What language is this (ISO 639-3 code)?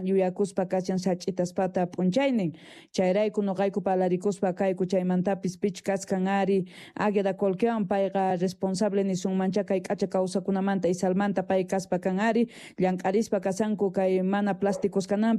que